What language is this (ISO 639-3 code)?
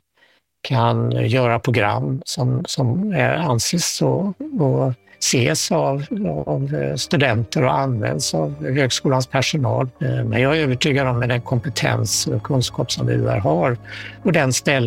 swe